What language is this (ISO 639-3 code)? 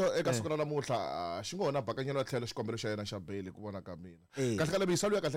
tso